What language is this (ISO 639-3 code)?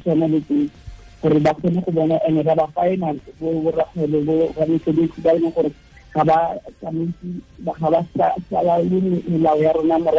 tsn